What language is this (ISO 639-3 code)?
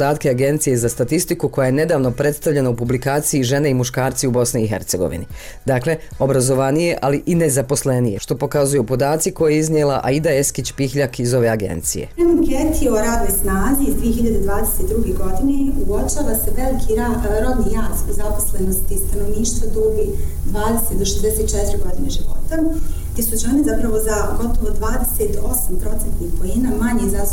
bos